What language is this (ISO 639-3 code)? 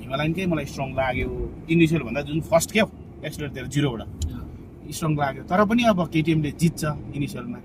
nep